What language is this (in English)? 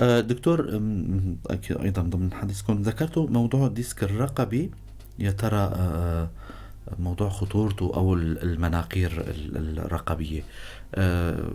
North Levantine Arabic